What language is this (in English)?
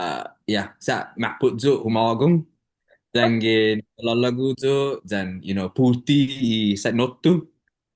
Chamorro